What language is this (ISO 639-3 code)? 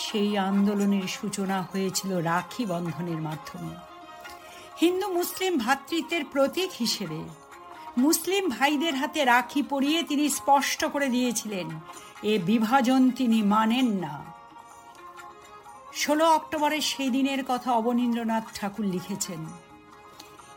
ben